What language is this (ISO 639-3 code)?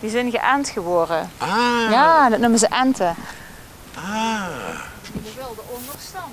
lim